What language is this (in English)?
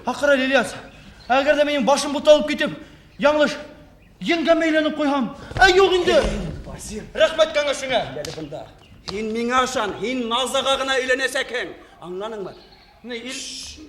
Bashkir